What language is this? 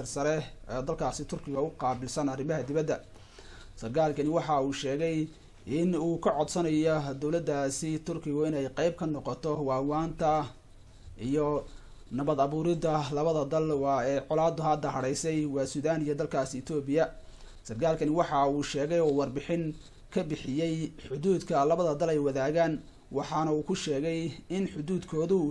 Somali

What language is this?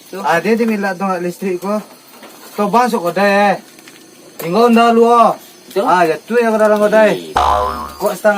Minangkabau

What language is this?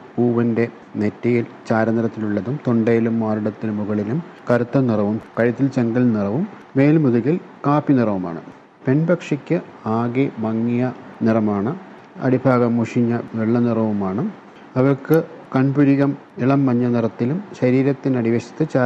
Malayalam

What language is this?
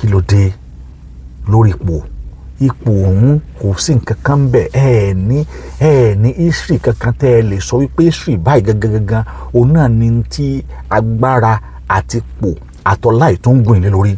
Yoruba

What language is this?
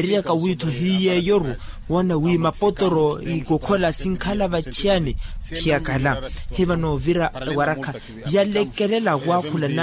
Makhuwa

